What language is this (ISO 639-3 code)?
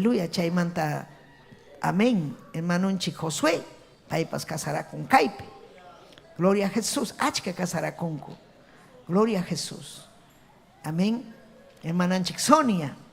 quy